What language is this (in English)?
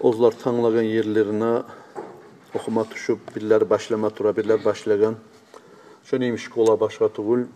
Kumyk